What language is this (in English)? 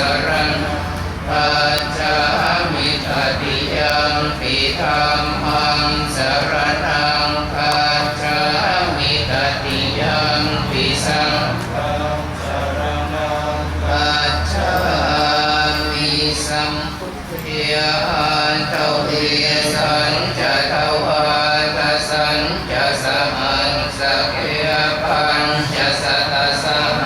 Pali